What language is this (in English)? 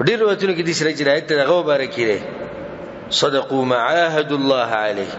Pashto